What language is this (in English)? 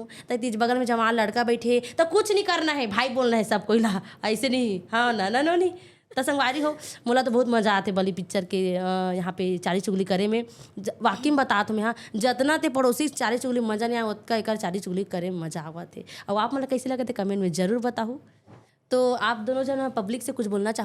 Chhattisgarhi